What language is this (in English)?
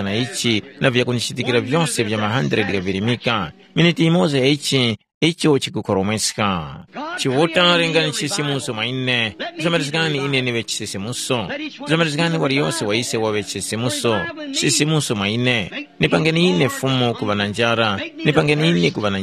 Tumbuka